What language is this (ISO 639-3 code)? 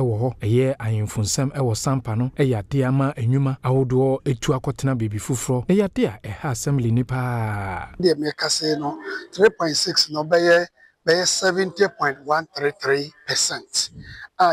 aka